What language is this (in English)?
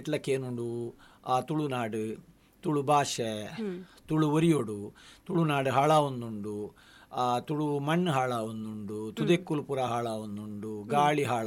Tulu